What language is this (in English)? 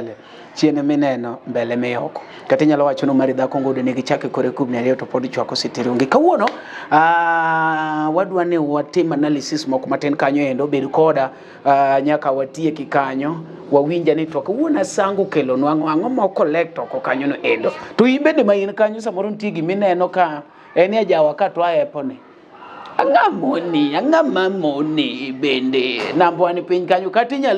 Luo (Kenya and Tanzania)